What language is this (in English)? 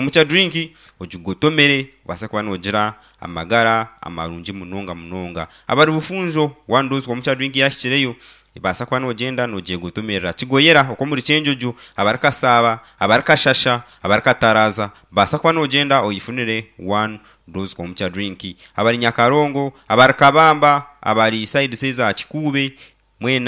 Nyankole